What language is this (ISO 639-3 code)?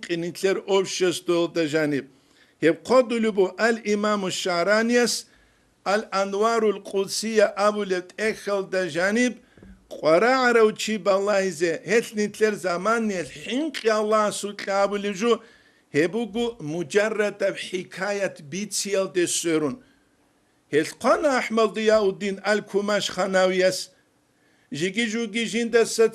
ava